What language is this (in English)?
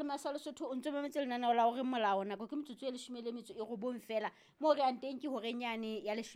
Southern Sotho